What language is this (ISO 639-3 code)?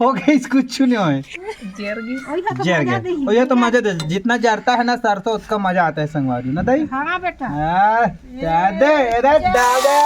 hne